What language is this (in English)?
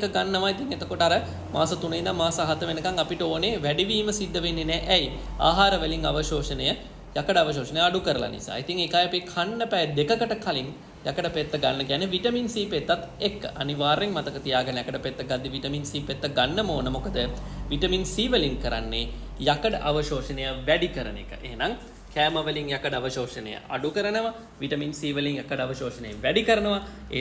Sinhala